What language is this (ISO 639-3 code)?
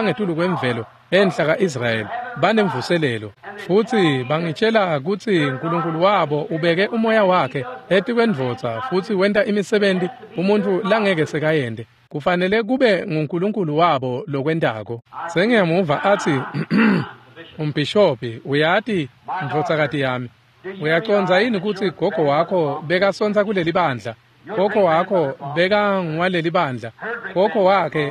ssw